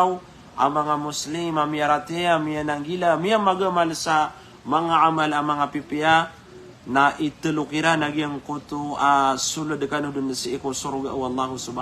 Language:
Maranao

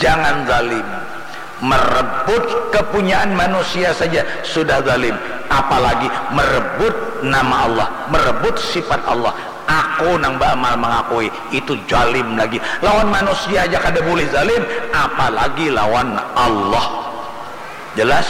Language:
Banjar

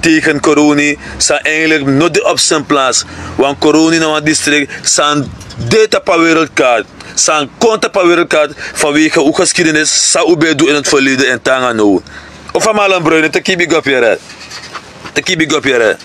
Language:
Sranan Tongo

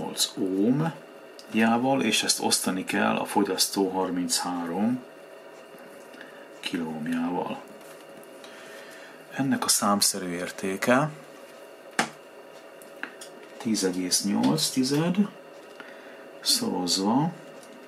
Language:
Hungarian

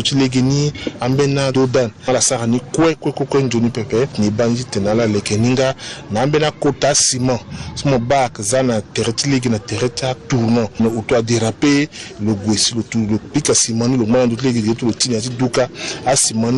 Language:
Sango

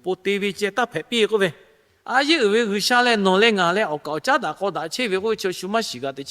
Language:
Lahu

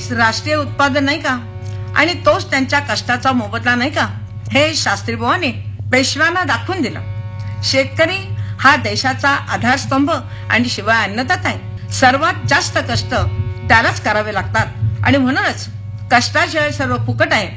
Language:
Marathi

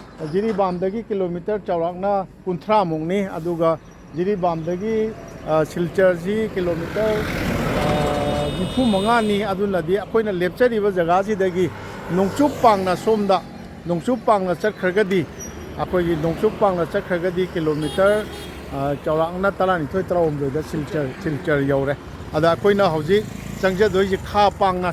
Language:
Manipuri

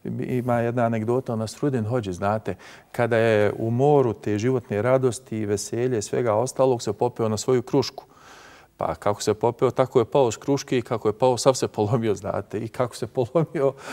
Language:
Bosnian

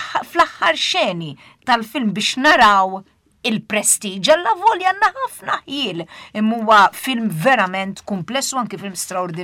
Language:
Maltese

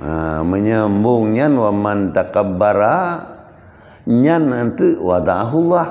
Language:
Achinese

